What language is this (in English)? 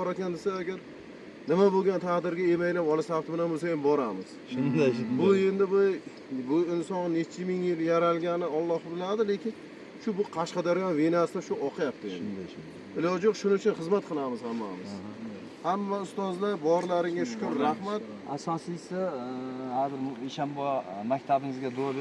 Uzbek